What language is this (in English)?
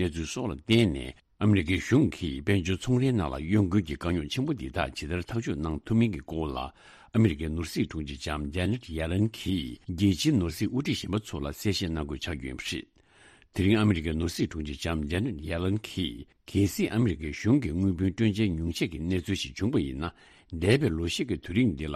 Tibetan